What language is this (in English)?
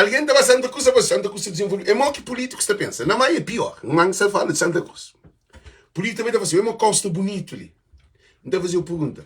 Kabuverdianu